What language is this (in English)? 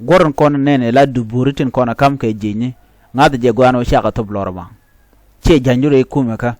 Nuer